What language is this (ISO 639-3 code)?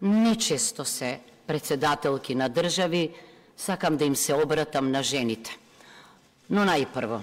mkd